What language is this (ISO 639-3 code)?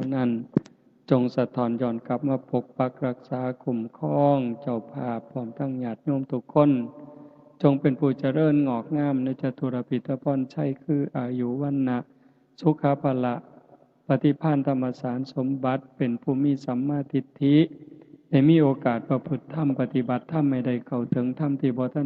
tts